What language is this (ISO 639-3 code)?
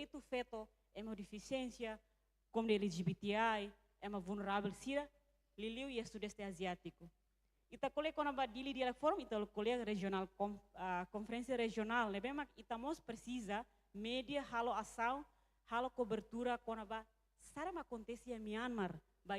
tet